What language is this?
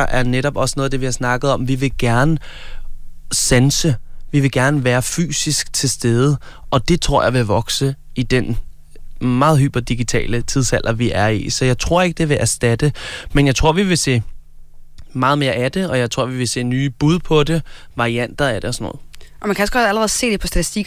Danish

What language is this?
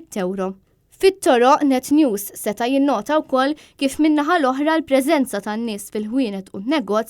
Maltese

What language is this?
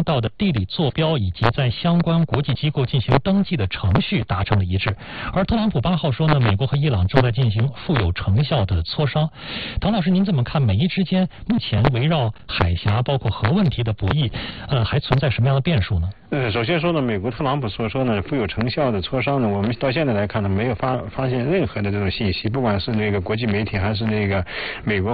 Chinese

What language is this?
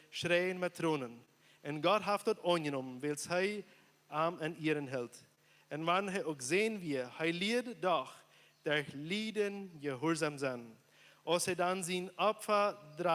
Plautdietsch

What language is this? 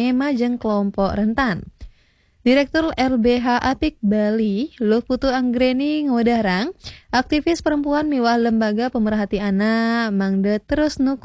Balinese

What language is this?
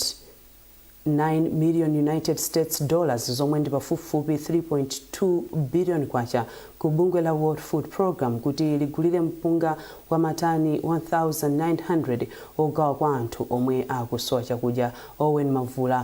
Nyanja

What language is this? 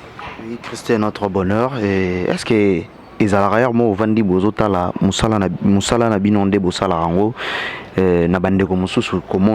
Lingala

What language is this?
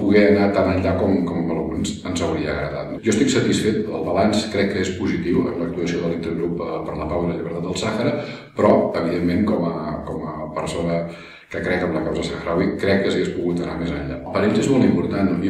Catalan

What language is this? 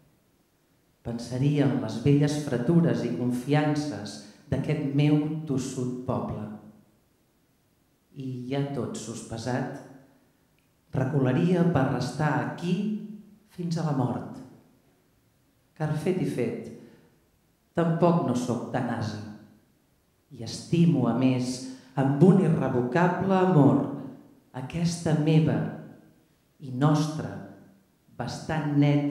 Catalan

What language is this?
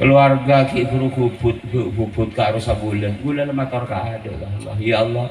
Madurese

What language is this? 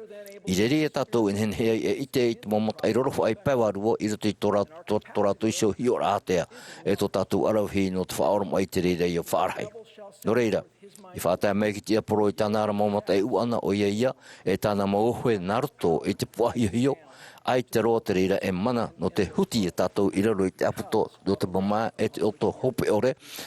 Tahitian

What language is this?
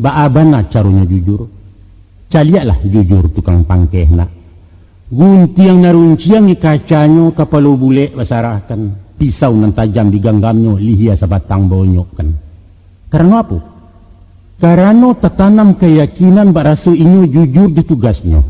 Minangkabau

